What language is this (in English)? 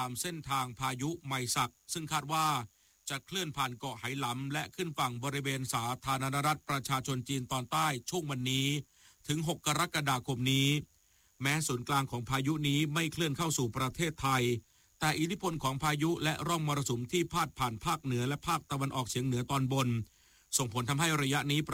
Thai